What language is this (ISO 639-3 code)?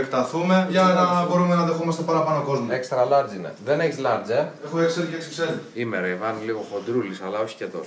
ell